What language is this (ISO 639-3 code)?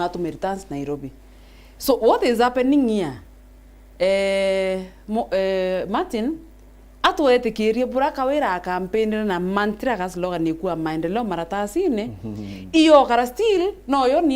mer